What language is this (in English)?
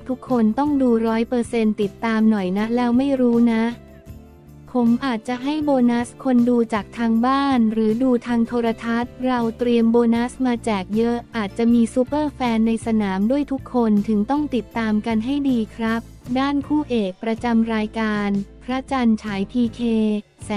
Thai